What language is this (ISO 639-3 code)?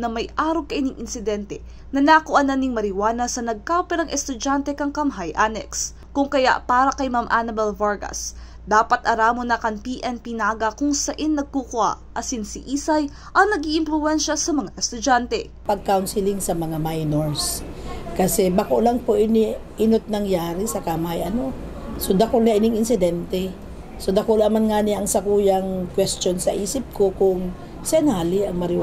bik